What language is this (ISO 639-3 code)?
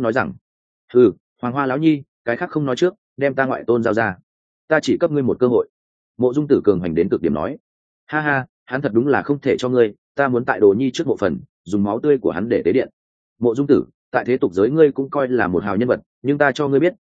vie